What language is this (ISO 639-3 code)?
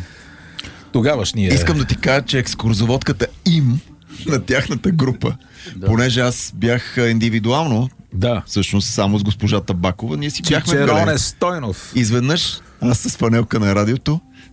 bul